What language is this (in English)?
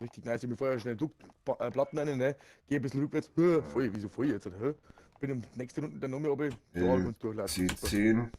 Bavarian